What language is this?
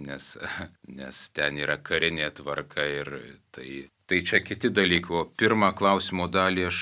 Lithuanian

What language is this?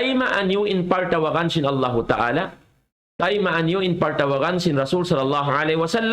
Tausug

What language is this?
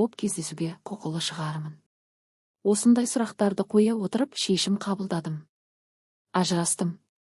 Kazakh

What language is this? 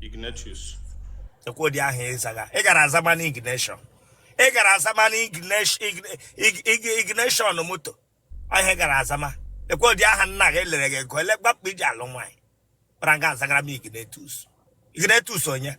Igbo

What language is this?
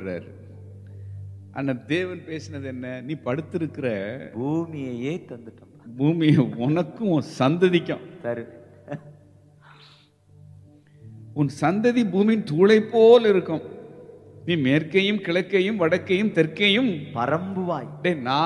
Tamil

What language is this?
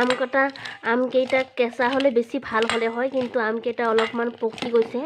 Assamese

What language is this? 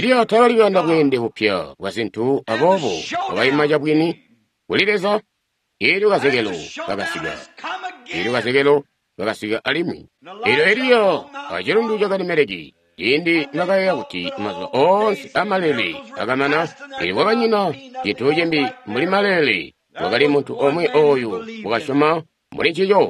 Tonga (Zambia)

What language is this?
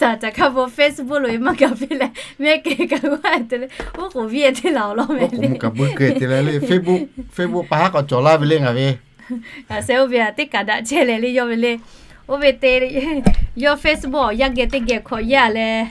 Lahu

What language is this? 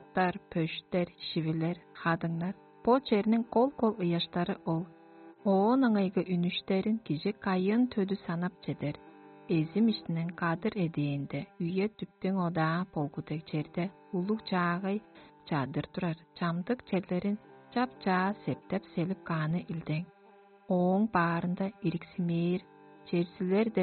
Tuvinian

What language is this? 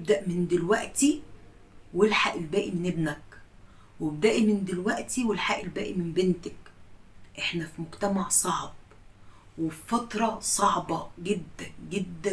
Egyptian Arabic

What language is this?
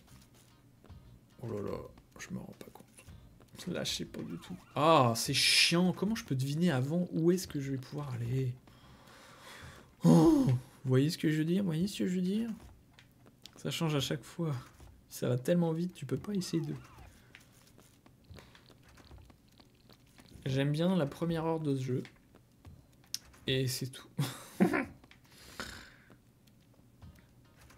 French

